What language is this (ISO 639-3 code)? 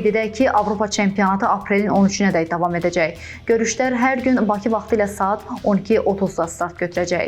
aze